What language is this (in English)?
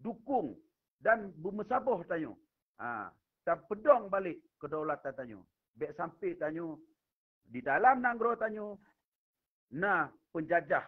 Achinese